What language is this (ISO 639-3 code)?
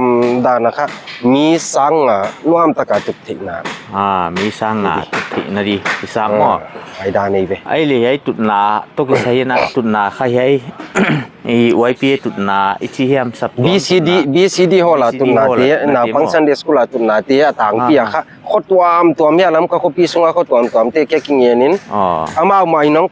pck